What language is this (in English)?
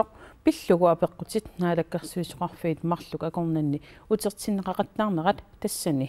Kalaallisut